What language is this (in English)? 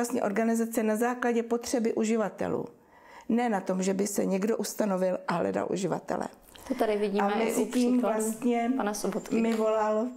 Czech